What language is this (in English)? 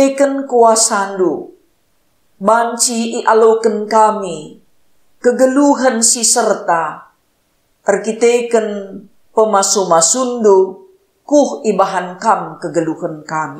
Batak Karo